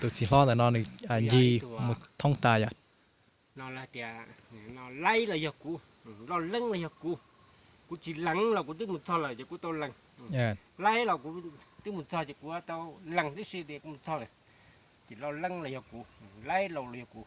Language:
Hmong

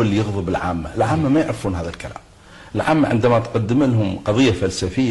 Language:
Arabic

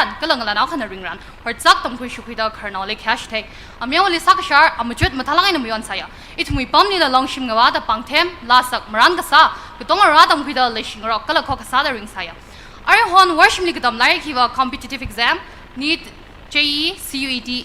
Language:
Tangkhul Naga (India)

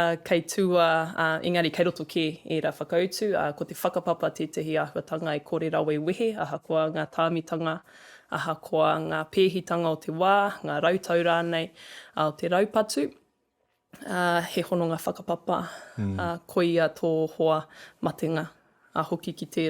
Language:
Māori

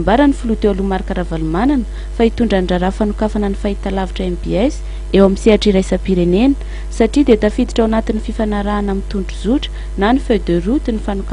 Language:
Malagasy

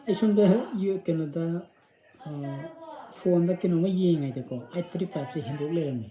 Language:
Manipuri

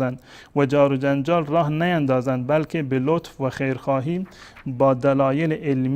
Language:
Persian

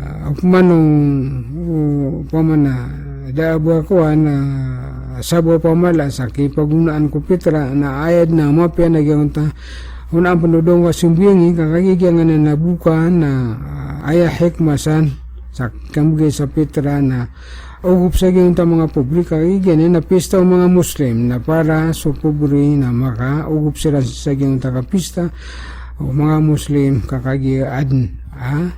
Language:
Maranao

